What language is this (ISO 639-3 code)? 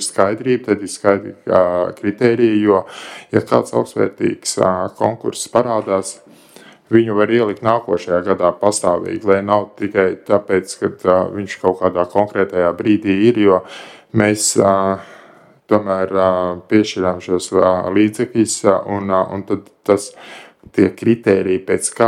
lav